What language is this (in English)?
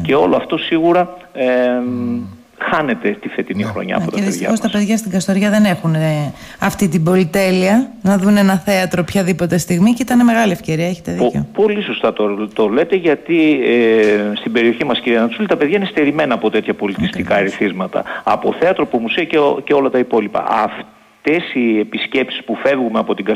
Greek